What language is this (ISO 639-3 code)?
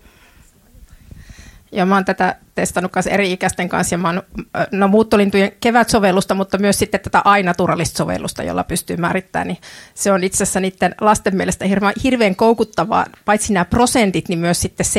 fin